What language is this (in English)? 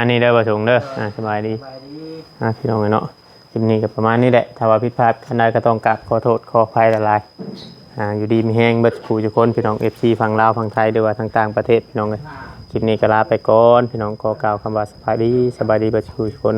Northeastern Thai